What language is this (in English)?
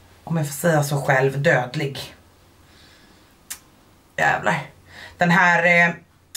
Swedish